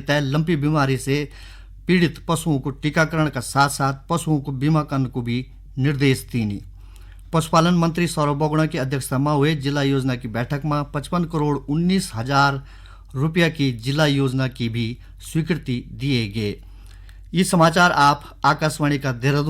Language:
Garhwali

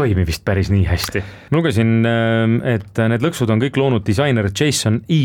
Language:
Estonian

